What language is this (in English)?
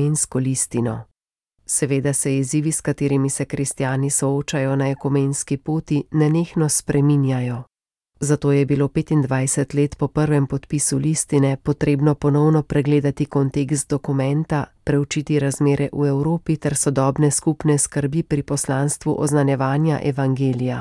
Slovenian